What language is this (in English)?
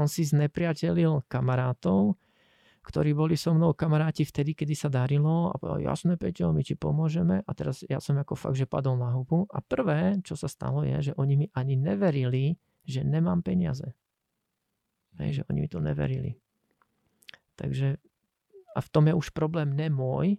Slovak